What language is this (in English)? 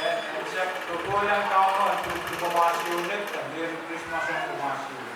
Pohnpeian